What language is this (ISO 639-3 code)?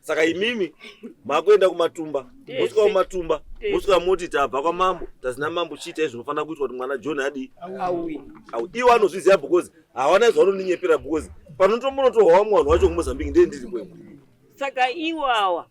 sna